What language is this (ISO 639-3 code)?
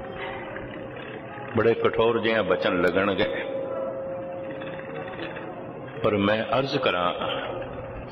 pan